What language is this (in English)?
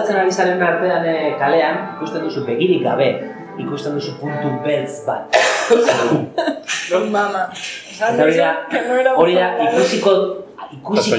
Basque